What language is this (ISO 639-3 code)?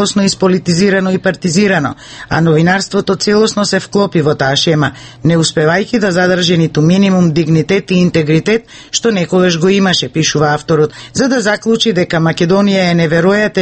mkd